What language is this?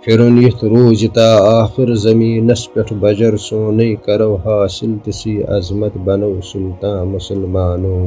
Kashmiri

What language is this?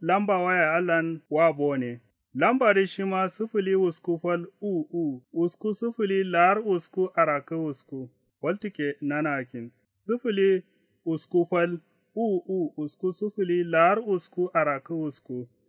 Kanuri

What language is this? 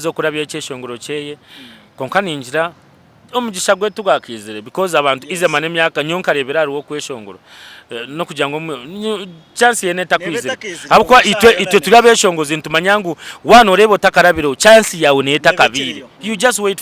Nyankole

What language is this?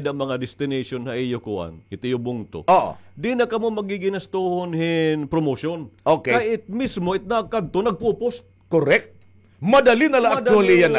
Waray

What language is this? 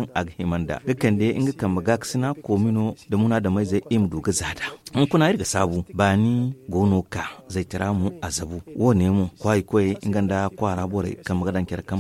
Zarma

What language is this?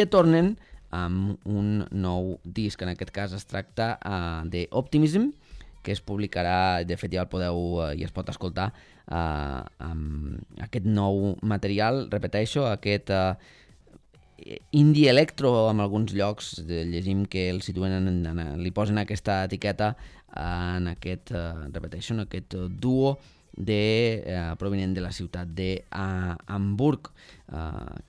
Catalan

